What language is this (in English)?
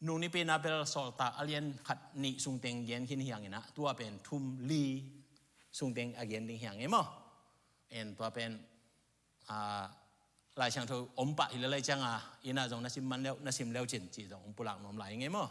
Tedim Chin